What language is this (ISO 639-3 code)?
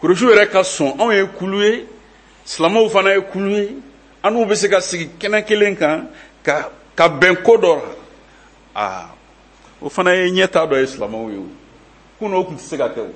bam